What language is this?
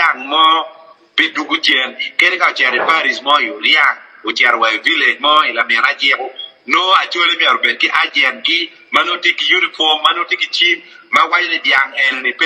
Acoli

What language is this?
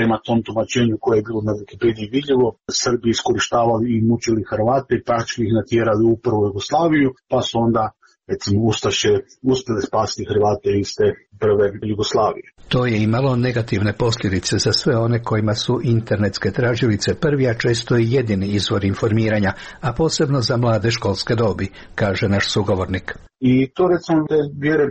Croatian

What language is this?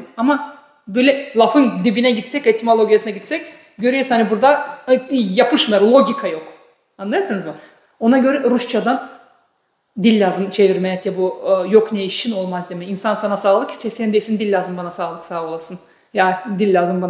Gagauz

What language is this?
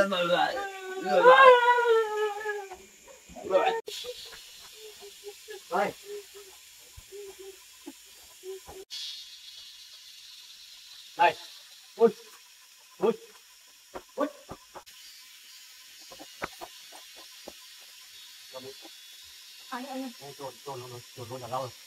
Vietnamese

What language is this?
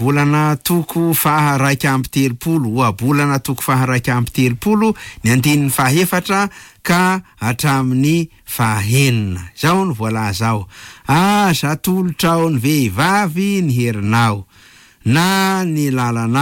Malagasy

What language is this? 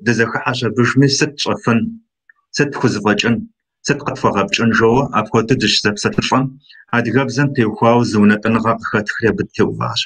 Kabardian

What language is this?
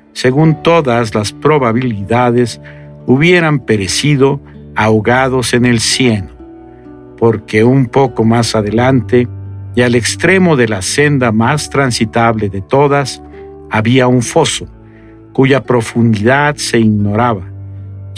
Spanish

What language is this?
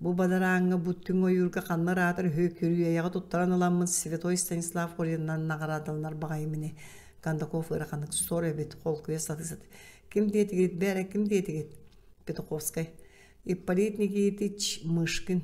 Yakut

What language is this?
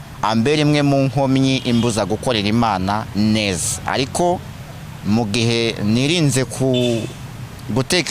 Kinyarwanda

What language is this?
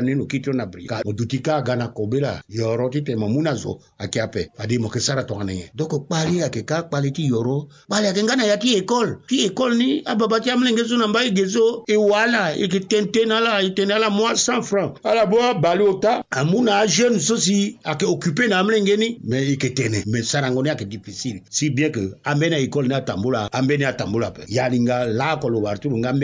Sango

